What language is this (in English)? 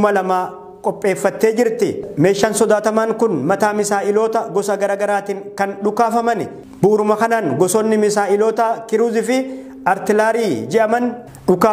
Oromo